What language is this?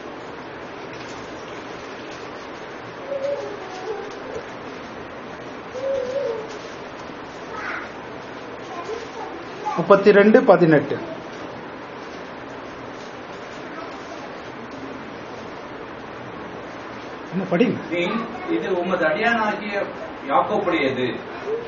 Tamil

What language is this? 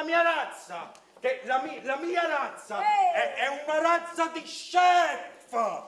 Neapolitan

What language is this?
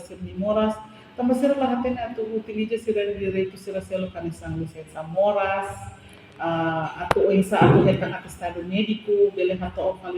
Tetum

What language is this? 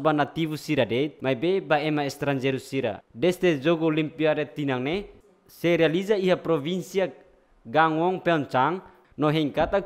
Tetum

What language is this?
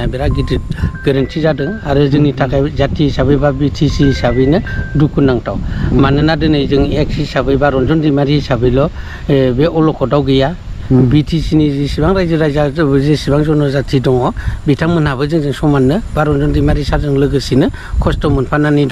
Bodo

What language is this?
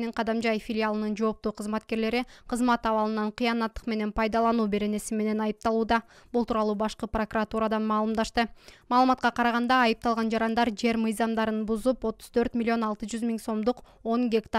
Kyrgyz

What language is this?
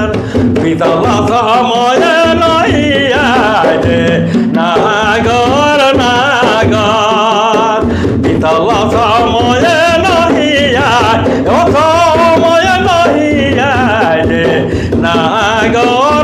Sadri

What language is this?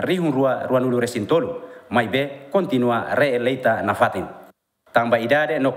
Tetum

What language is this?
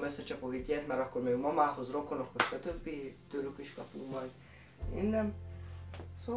Hungarian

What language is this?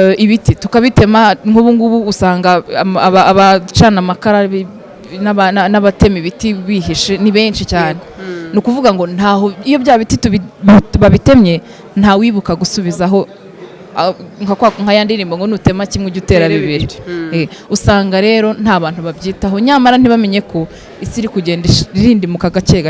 Kinyarwanda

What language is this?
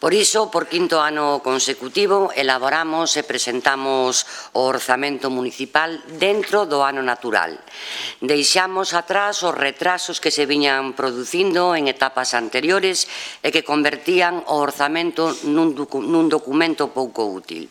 Galician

